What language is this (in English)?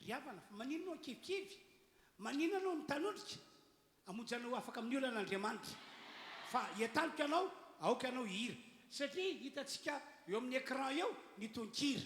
Malagasy